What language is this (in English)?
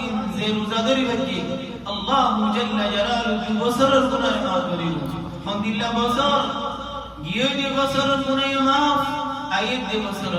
Rohingya